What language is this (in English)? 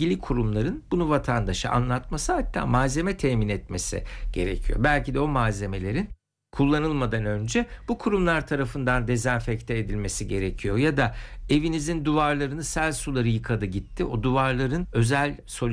Turkish